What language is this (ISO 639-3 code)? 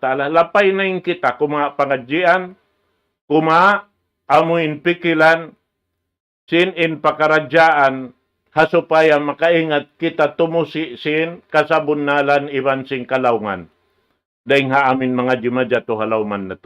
tsg